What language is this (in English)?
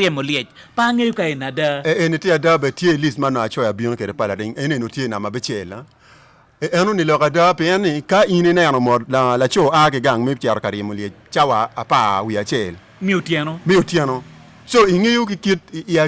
Acoli